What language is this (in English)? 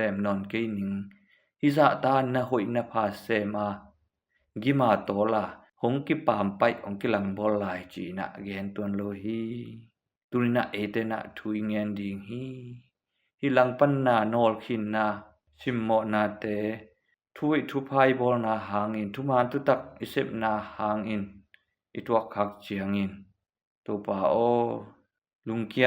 Tedim Chin